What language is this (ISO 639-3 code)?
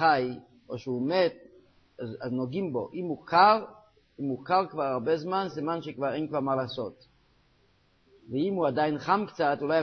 heb